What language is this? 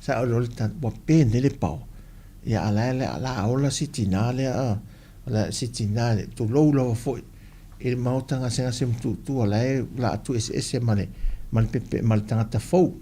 Samoan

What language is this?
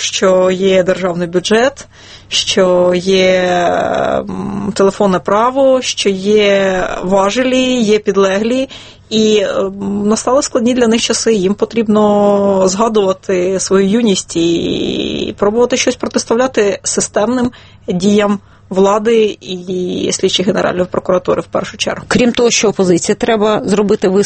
Ukrainian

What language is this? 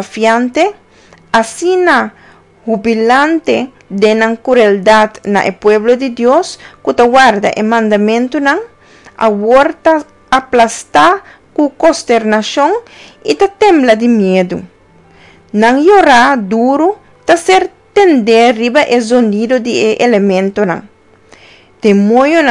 Papiamento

